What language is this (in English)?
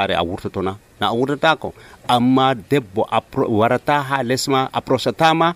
Nigerian Fulfulde